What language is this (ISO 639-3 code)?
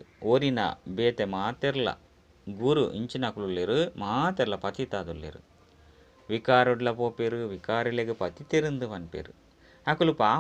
tcy